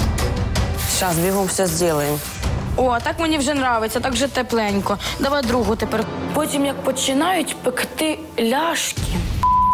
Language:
Ukrainian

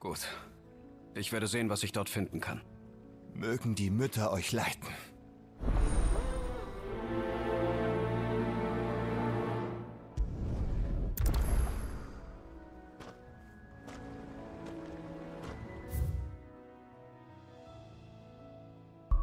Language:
German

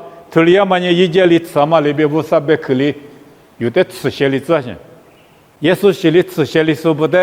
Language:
Lisu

